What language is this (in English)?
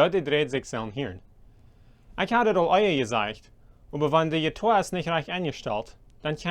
Plautdietsch